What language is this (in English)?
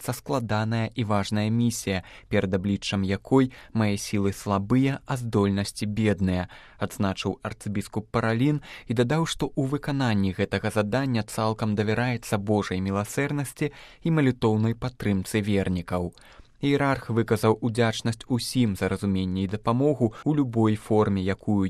Belarusian